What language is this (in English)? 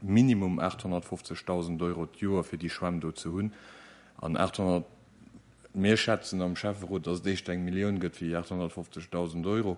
Luxembourgish